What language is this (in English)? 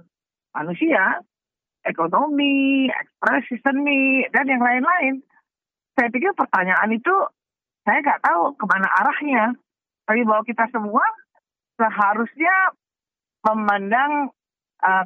Indonesian